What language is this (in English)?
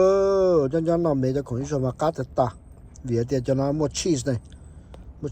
Hmong